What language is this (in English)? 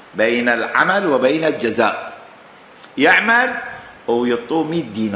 Mesopotamian Arabic